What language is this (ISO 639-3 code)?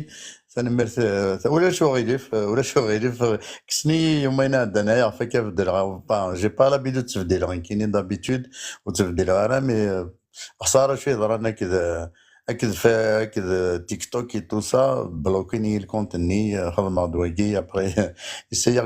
kab